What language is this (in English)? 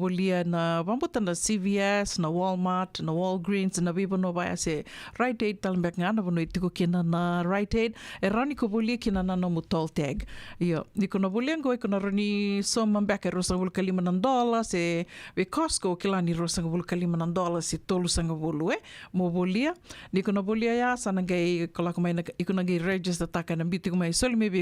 Fijian